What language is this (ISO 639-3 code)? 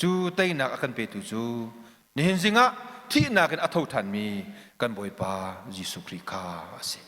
cnh